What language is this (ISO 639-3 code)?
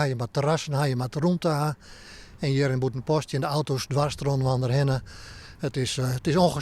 fry